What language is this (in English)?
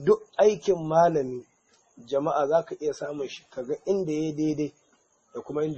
Hausa